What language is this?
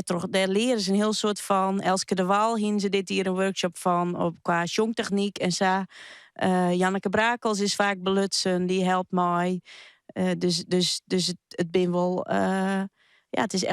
Western Frisian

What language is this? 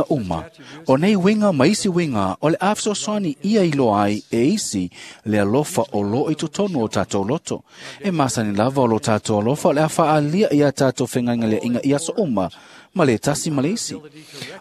Samoan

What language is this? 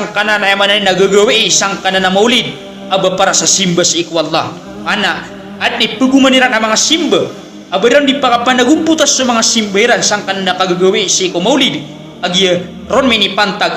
Maranao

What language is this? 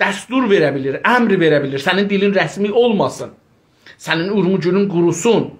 South Azerbaijani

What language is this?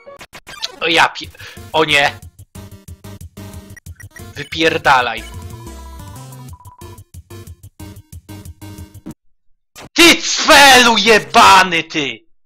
Polish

